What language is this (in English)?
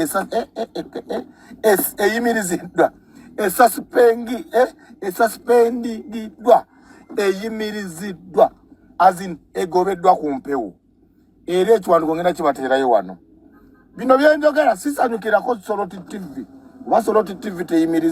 Ganda